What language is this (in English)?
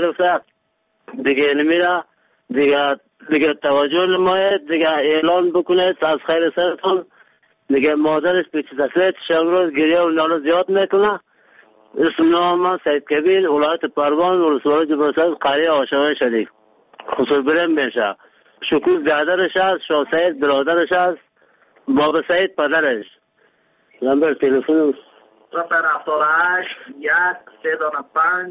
Persian